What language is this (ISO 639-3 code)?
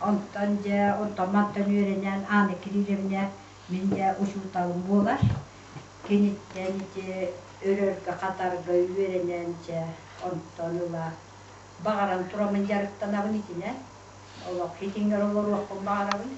sah